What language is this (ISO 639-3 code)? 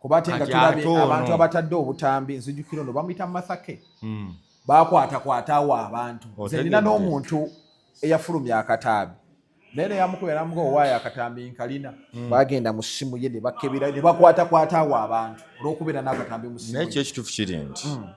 lug